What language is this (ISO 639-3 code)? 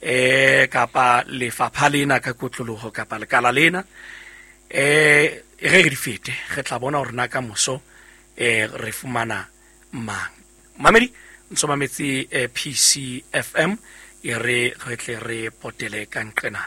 sot